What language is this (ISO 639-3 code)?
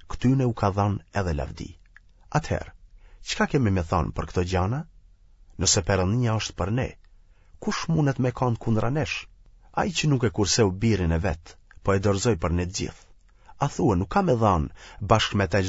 sqi